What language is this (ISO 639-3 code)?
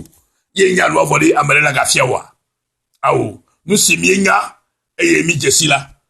ewe